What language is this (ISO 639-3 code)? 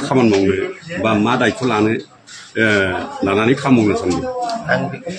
brx